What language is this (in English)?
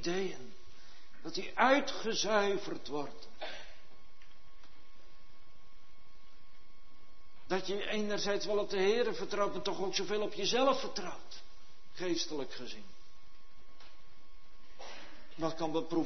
Dutch